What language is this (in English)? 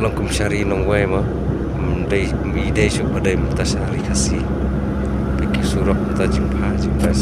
Khasi